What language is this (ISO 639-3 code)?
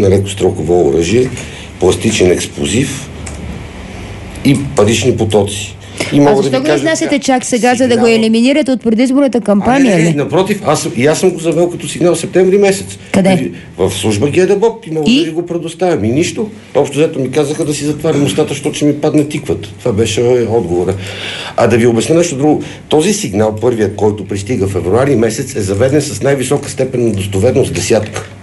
bul